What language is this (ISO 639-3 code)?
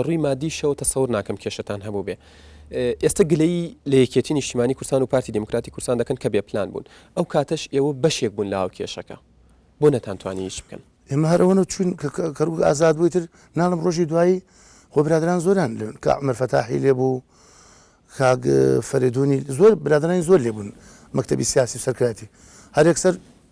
ckb